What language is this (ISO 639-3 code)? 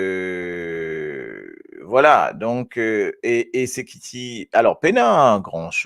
mfe